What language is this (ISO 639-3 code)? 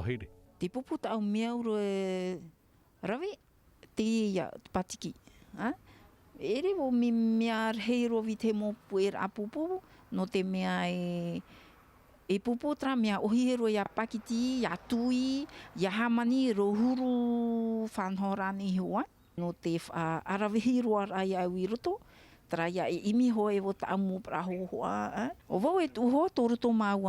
tah